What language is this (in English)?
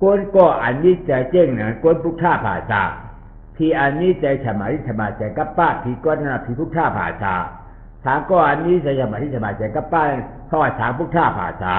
Shan